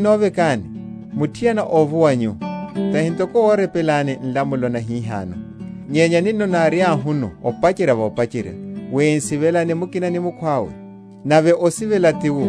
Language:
Makhuwa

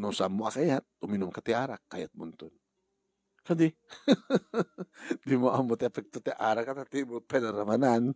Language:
Iloko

